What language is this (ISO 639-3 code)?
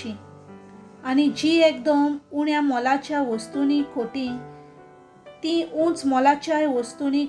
kok